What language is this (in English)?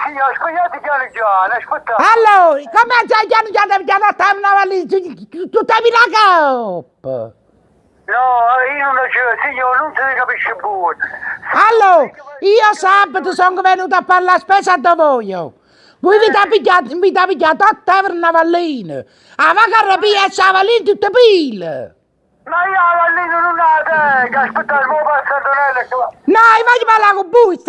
Neapolitan